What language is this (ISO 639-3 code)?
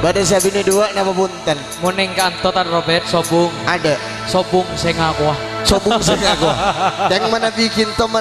mad